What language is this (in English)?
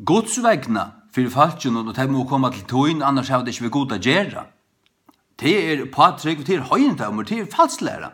Faroese